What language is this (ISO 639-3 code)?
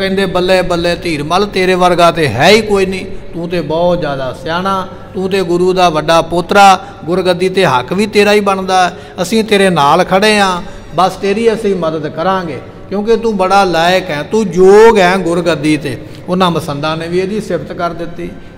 pan